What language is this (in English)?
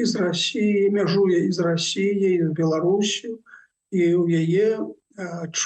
Belarusian